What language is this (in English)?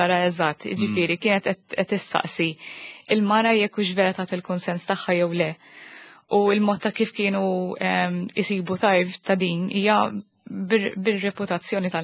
Maltese